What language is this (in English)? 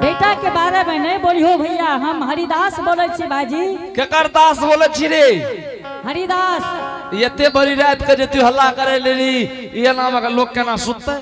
Angika